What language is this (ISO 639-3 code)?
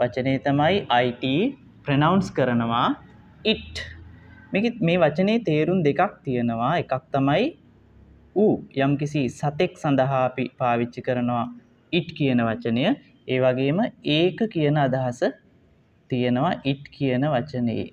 sin